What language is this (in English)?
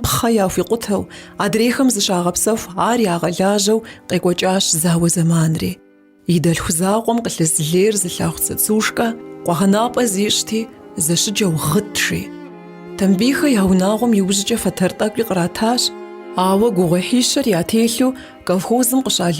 Kabardian